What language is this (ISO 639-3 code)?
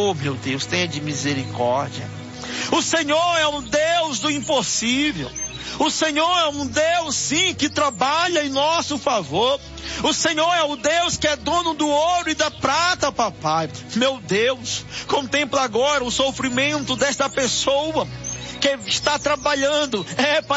por